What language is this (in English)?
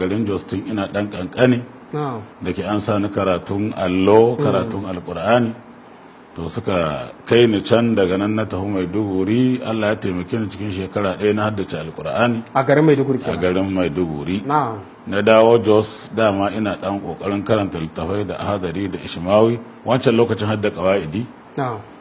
Hausa